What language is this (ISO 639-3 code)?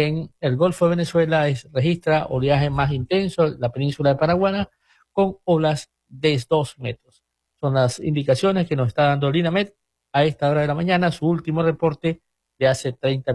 spa